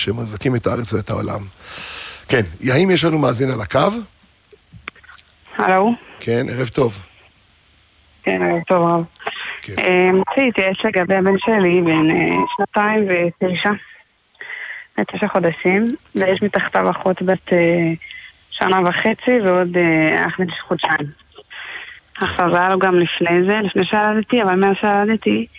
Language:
Hebrew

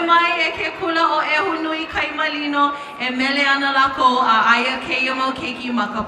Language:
Hawaiian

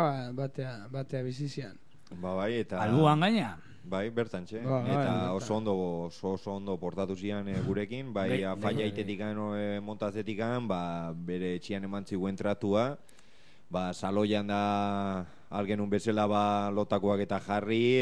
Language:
Basque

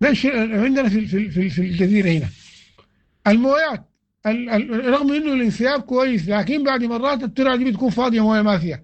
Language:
Sudanese Arabic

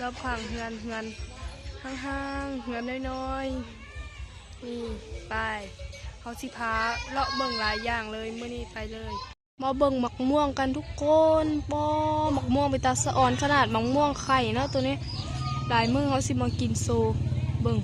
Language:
Lao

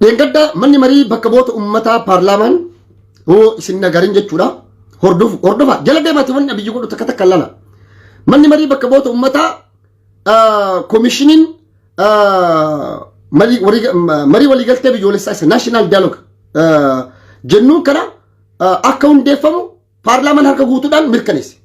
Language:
Oromo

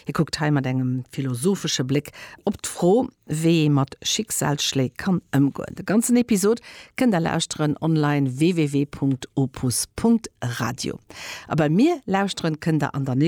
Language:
Luxembourgish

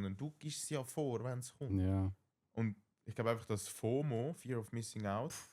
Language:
Swiss German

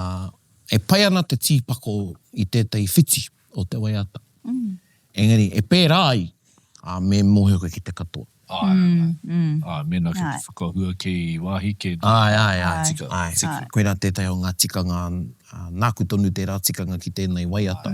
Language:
Māori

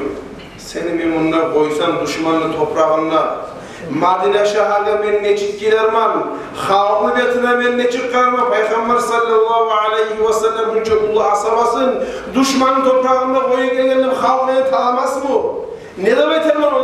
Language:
Kumyk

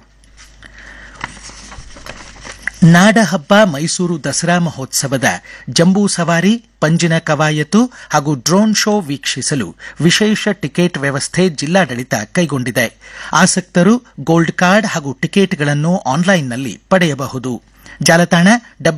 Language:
Kannada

